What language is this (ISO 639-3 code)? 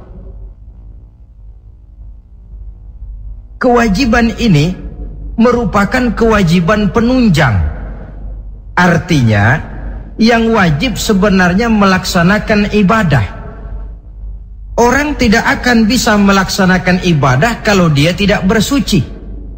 ind